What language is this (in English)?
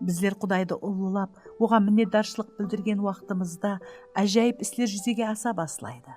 Kara-Kalpak